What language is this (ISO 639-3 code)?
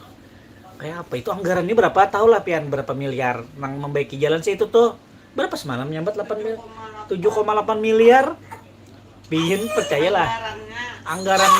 bjn